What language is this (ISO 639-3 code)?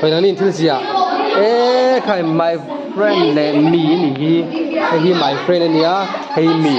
lus